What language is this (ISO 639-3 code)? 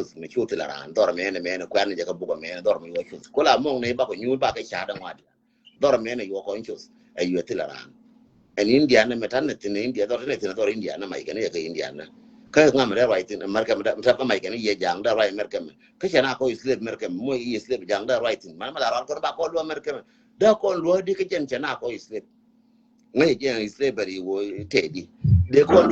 nus